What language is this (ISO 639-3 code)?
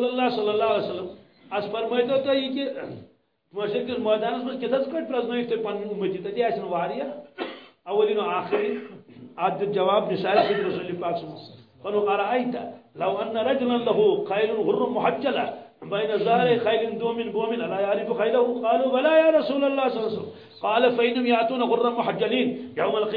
kas